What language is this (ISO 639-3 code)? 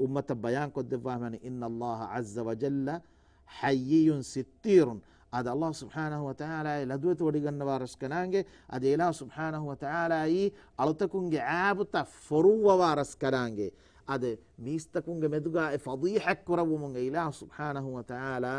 div